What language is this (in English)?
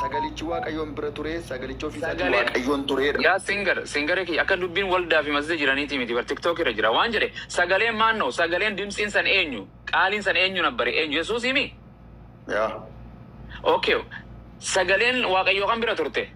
Oromo